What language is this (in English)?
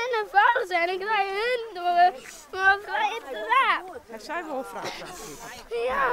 Western Frisian